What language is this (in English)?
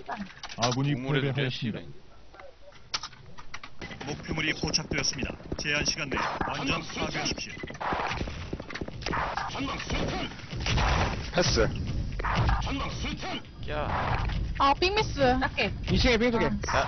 Korean